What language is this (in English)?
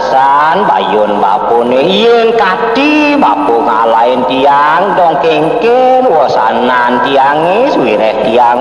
Balinese